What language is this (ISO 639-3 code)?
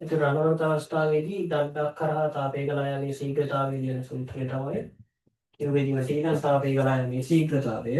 sin